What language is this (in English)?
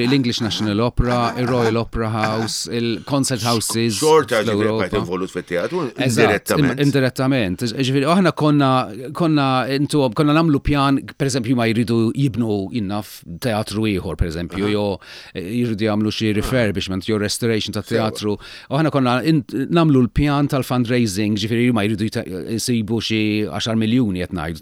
Maltese